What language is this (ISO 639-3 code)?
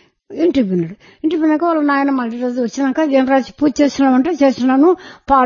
tel